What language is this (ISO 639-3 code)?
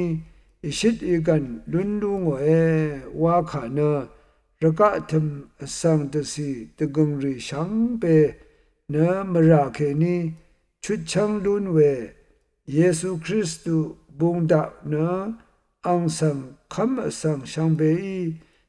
raw